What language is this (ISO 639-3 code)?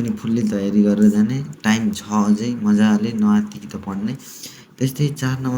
nep